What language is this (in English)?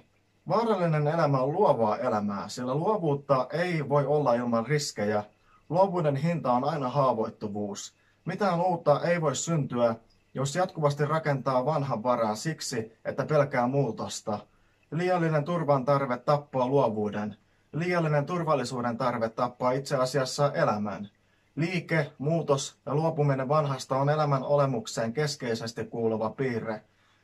Finnish